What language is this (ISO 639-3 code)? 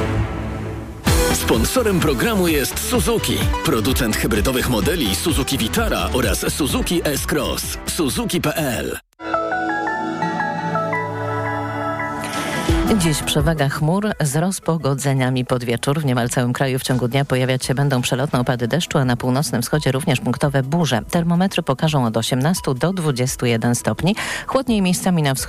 pol